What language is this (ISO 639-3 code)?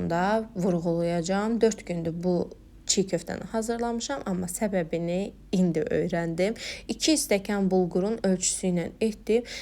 aze